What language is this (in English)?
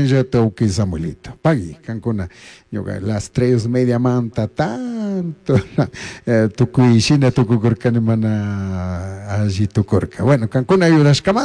Chimborazo Highland Quichua